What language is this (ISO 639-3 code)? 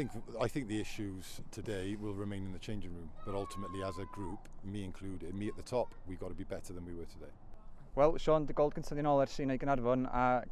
cym